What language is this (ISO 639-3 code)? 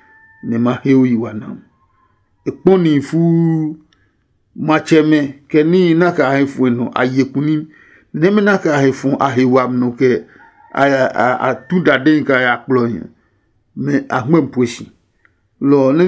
ada